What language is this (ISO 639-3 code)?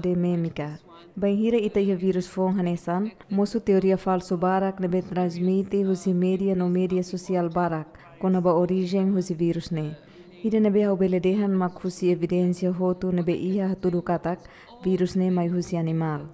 tet